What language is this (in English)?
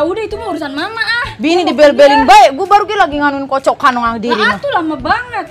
Betawi